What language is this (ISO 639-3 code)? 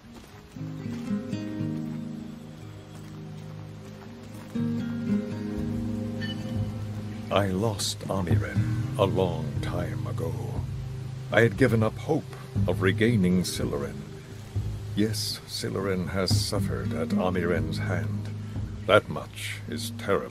eng